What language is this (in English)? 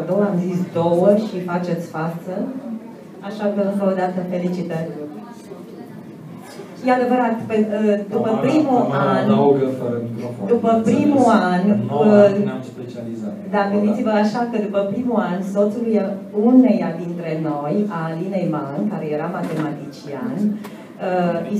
Romanian